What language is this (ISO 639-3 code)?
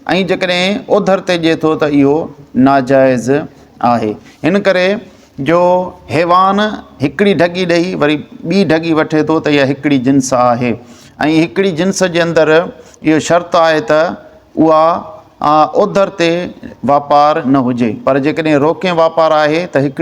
snd